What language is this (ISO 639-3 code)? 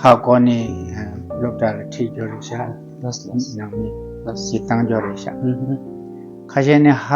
bod